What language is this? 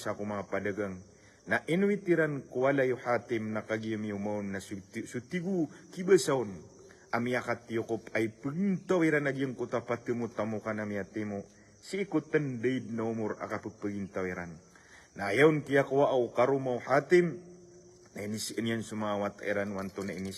Maranao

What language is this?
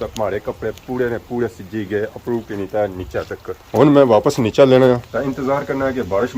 Pahari-Potwari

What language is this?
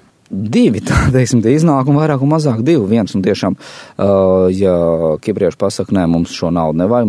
Latvian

